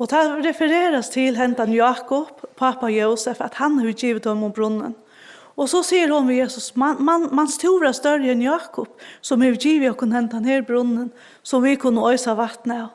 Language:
Faroese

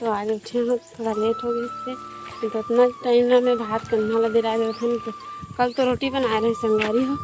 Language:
Chhattisgarhi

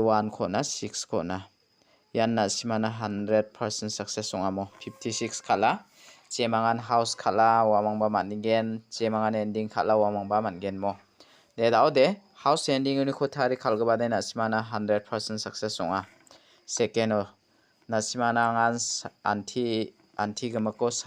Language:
Garo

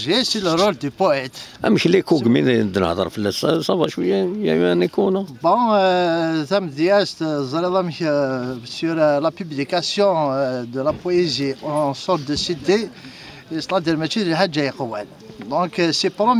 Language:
Kabyle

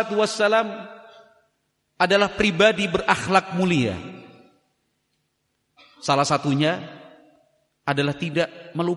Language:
Indonesian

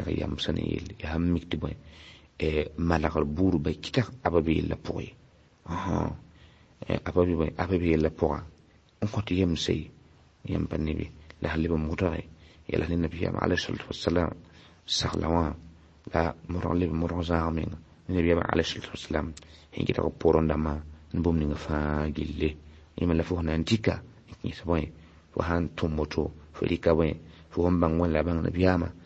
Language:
Mossi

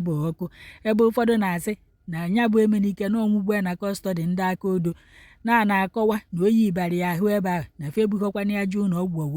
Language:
Igbo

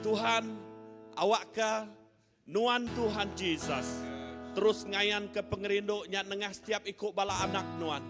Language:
Iban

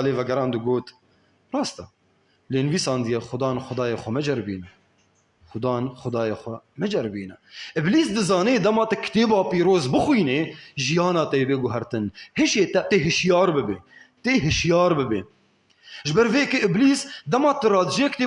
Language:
Kurdish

